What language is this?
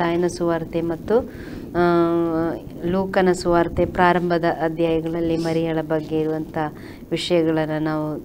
Kannada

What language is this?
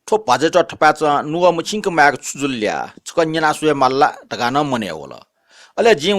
Newari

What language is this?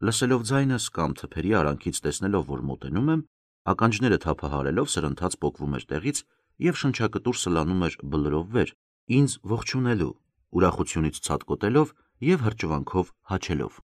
Armenian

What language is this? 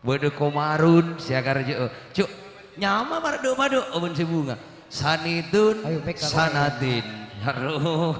Madurese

